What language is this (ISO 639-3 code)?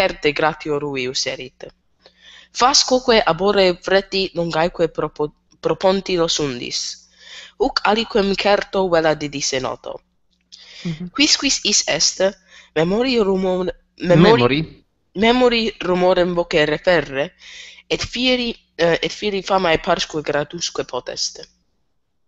lat